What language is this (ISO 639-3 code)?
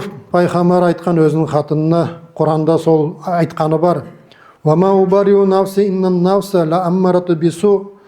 nog